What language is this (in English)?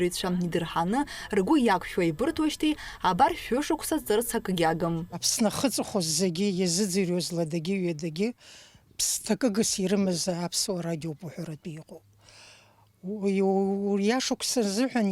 Abkhazian